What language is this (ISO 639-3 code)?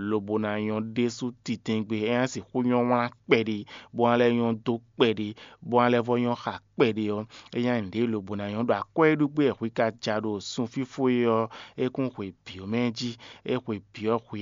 fon